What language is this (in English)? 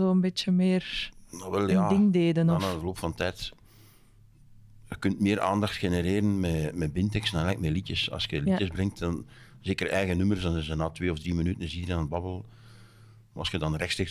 Dutch